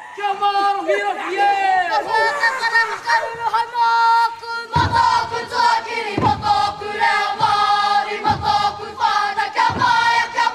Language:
Māori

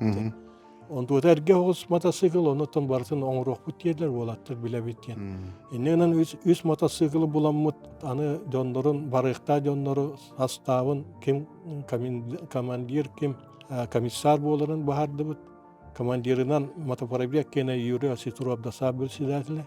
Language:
Yakut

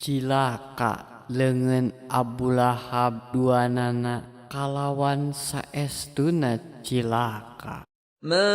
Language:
Sundanese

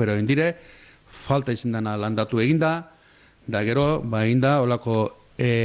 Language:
Basque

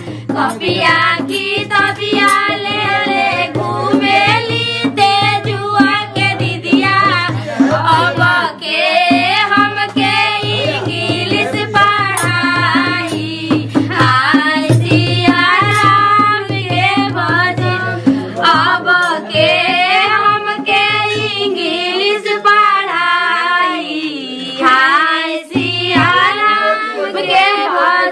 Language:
Bhojpuri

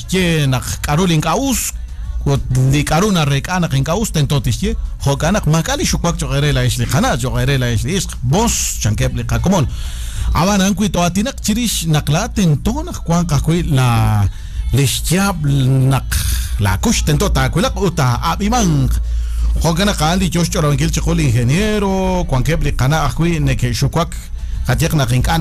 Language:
Kekchí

